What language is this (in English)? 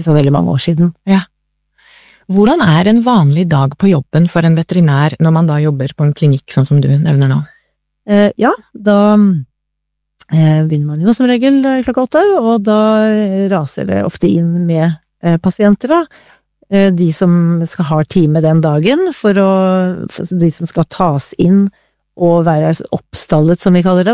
Norwegian